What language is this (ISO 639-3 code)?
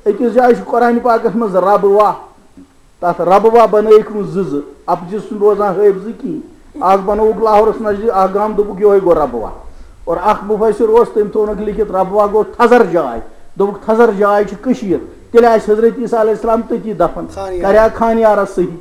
kas